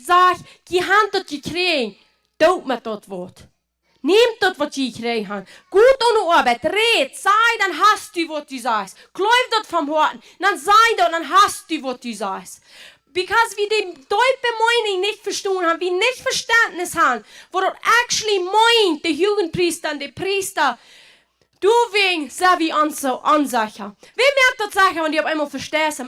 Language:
Plautdietsch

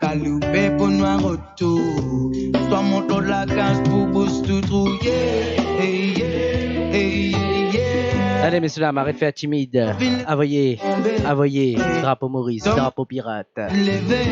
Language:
Morisyen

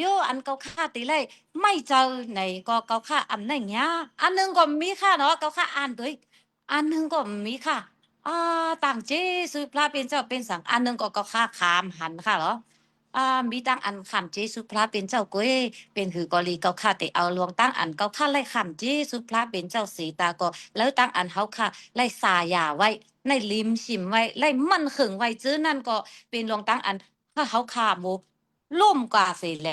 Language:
Shan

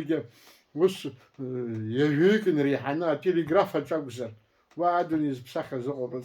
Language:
Abkhazian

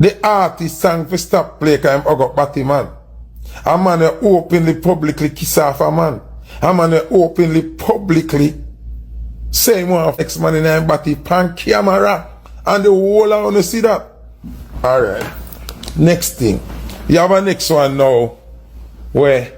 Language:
Jamaican Creole English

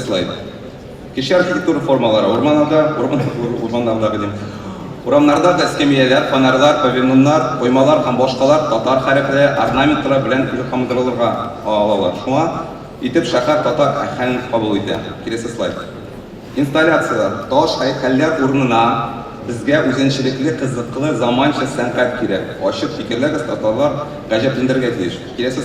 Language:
Tatar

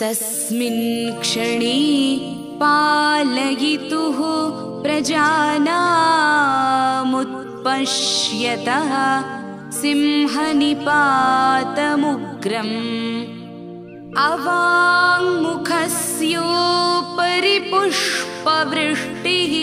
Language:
Sanskrit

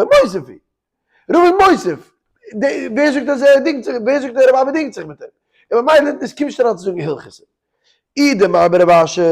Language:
Yiddish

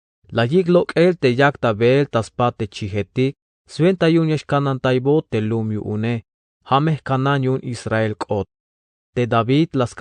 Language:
Tzeltal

